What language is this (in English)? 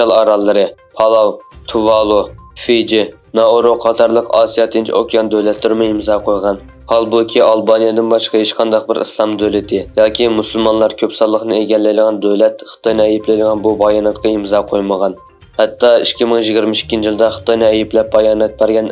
Uyghur